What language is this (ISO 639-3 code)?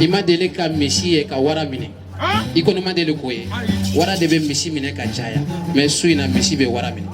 bam